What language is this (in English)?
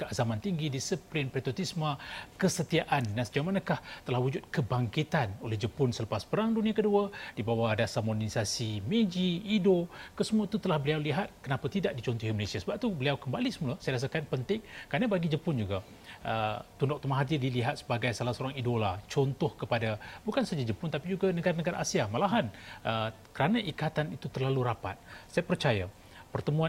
Malay